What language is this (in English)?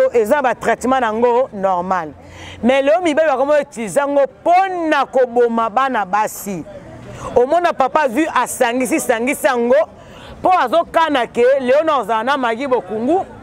Lingala